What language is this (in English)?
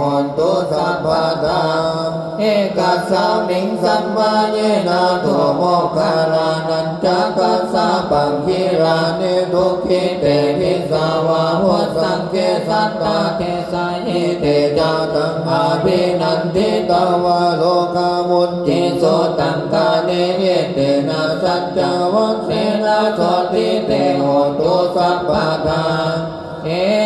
Pali